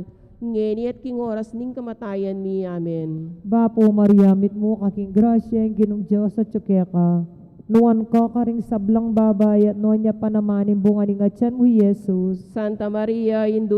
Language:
Pampanga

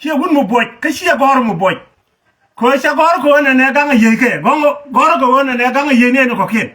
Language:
Nuer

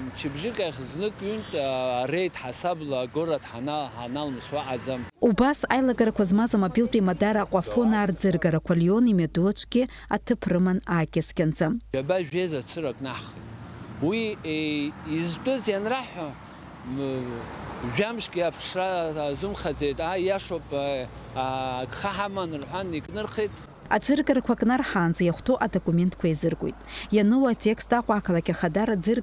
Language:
Abkhazian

